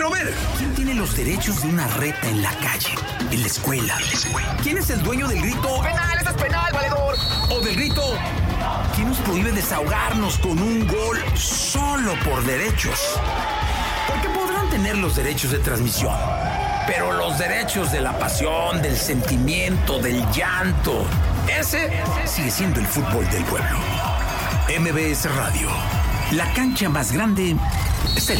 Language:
Spanish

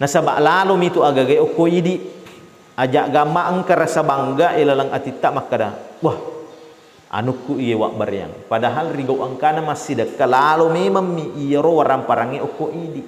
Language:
Buginese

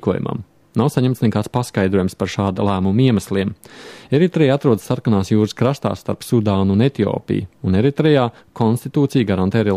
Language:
Latvian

